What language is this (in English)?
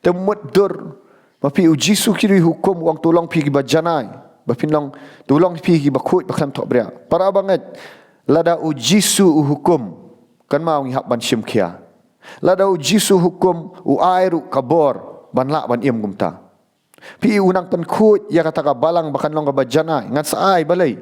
Khasi